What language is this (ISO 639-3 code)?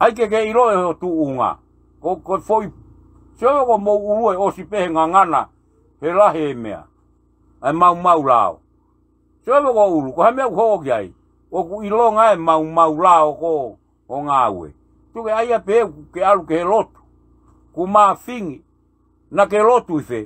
ton